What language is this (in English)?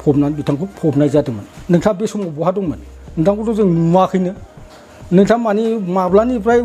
Bodo